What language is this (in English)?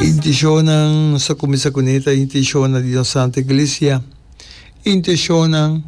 Papiamento